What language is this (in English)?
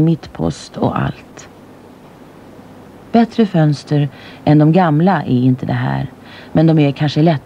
Swedish